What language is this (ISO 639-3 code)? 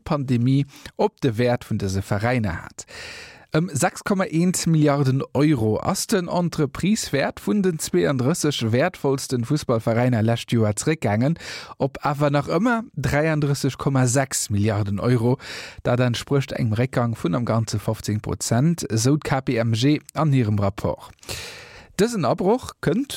ltz